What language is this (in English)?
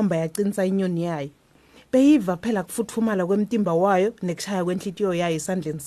Swati